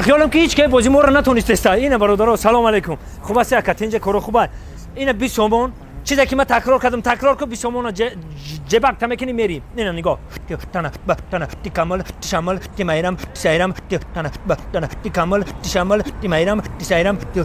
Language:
Tajik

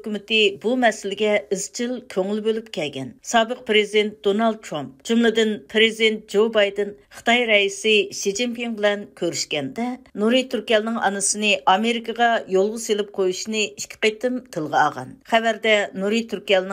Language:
Uyghur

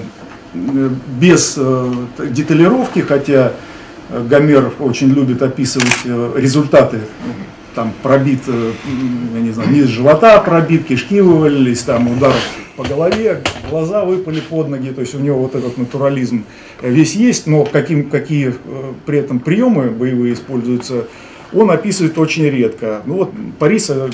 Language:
Russian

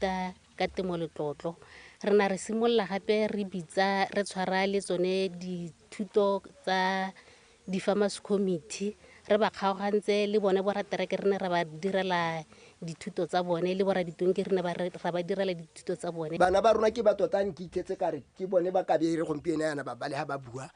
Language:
Tswana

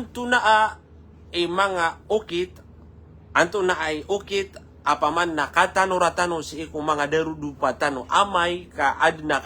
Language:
Maranao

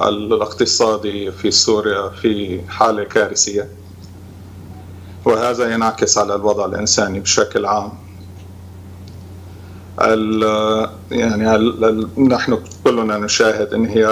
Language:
Arabic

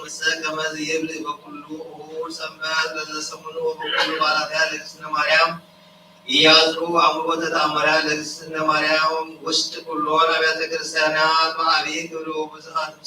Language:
Geez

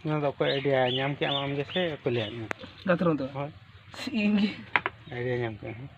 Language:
Santali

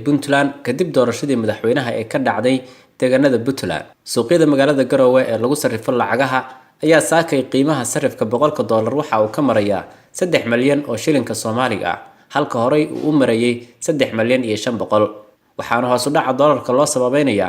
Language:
Somali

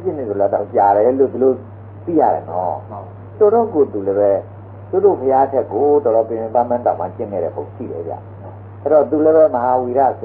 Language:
Burmese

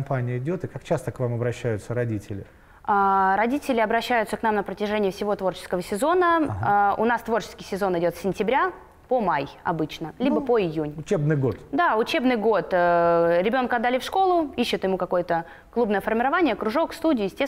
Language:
Russian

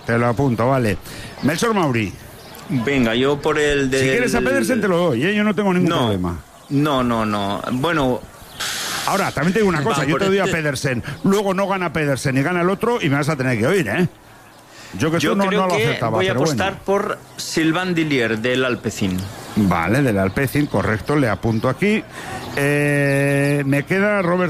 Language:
Spanish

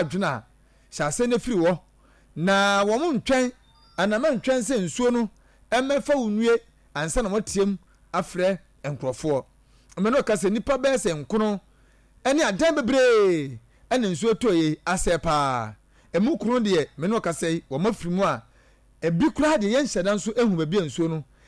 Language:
Akan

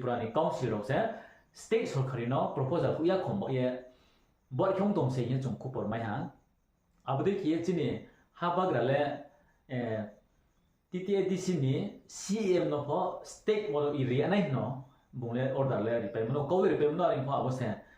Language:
Riang (India)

